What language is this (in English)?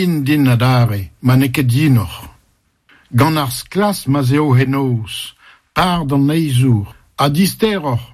Breton